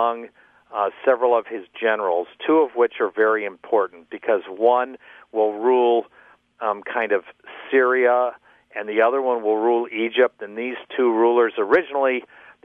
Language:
English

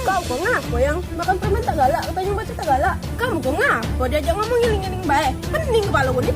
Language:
Musi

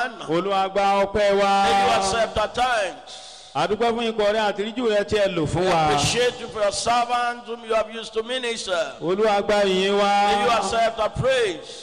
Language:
Yoruba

